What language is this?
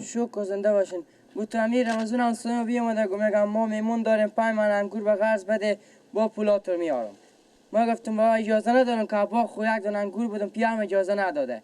Persian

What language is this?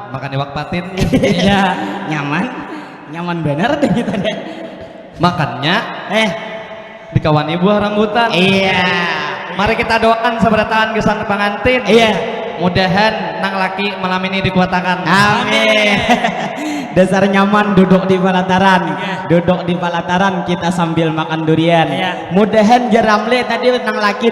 Banjar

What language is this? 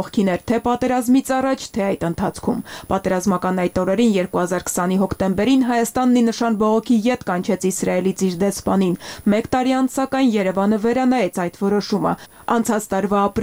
Armenian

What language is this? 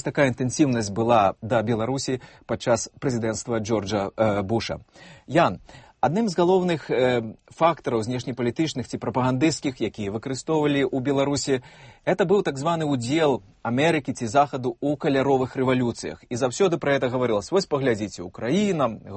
Belarusian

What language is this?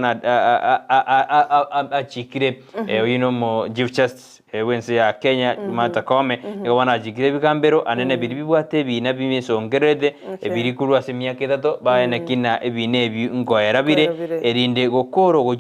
Gusii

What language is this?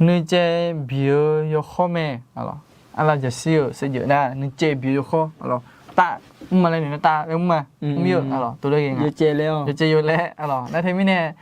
Akha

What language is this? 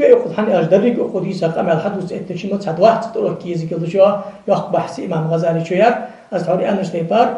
Ingush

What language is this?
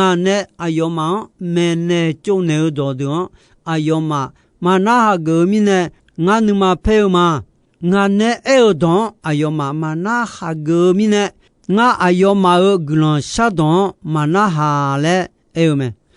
Akha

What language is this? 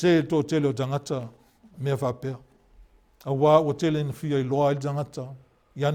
Samoan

